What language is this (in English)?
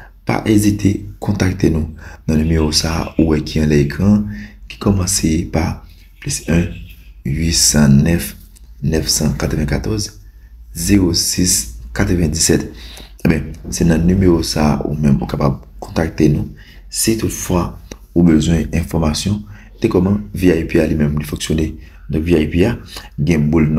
Haitian Creole